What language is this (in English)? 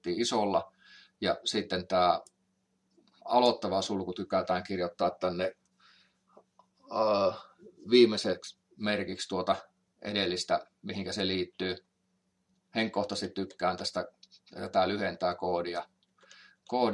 Finnish